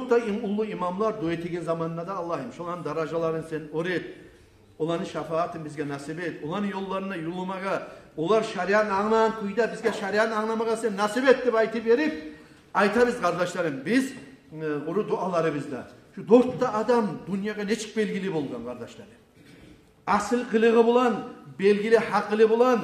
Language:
Kumyk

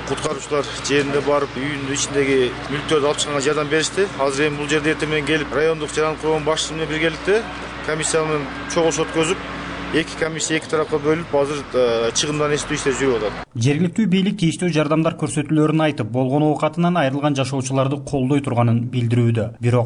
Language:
Kyrgyz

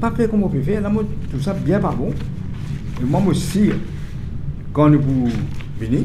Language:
Morisyen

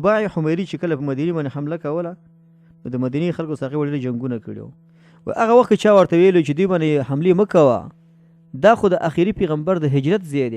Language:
Pashto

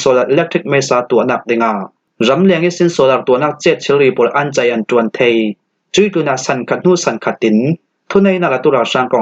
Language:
Falam Chin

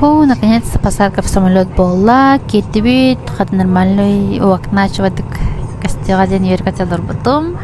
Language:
Yakut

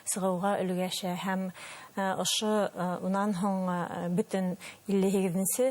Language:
Bashkir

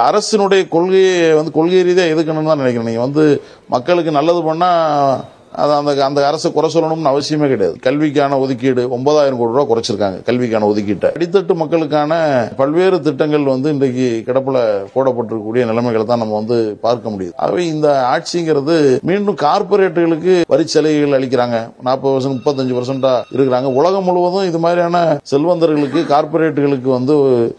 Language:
Tamil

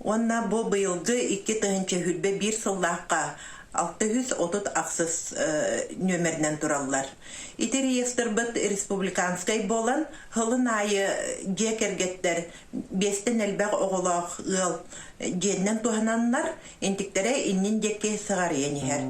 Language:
Yakut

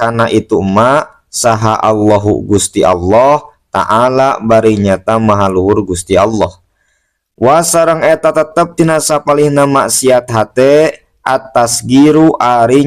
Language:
Sundanese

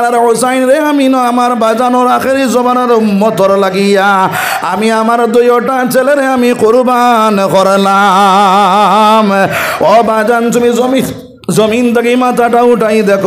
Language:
Sylheti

